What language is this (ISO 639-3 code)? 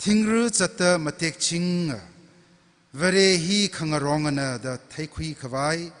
nmf